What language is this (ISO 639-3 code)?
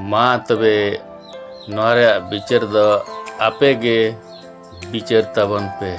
sat